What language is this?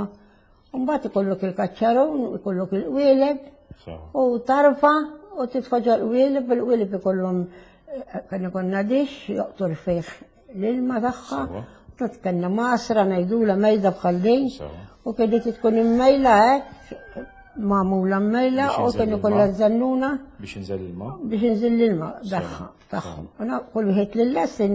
Maltese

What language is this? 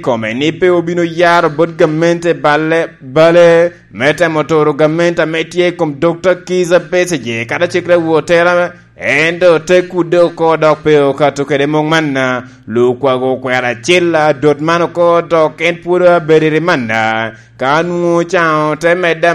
Lango (Uganda)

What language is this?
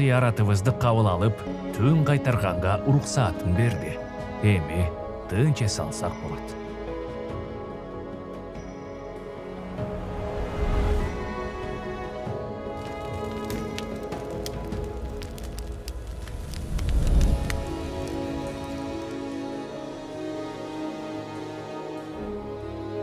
Kyrgyz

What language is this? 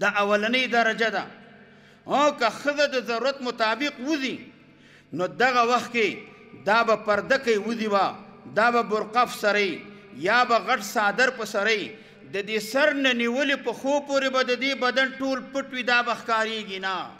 Pashto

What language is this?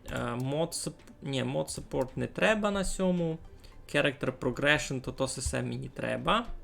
Rusyn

